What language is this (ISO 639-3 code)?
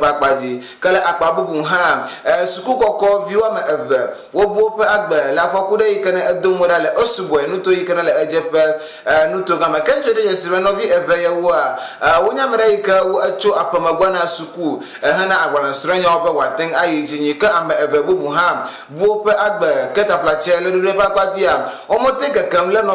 ewe